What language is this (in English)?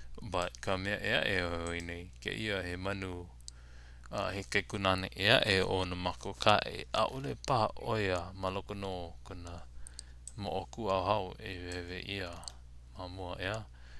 Hawaiian